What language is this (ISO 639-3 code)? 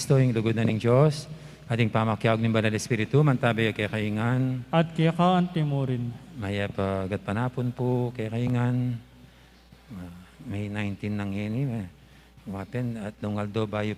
pam